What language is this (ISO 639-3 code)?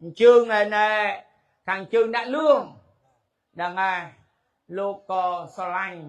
khm